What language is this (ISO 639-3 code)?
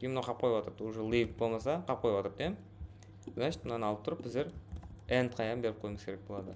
kaa